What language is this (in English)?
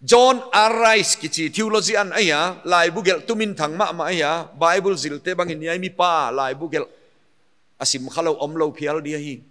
Paite Chin